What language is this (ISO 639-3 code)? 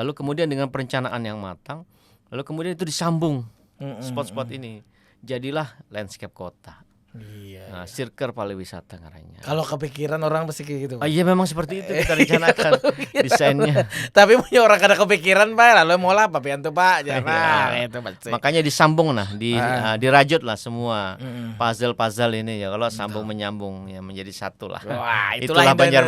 bjn